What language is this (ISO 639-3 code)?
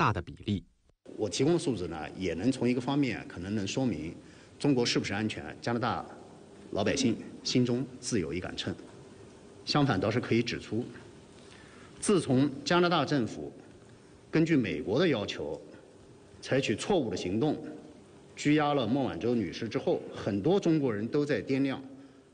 zho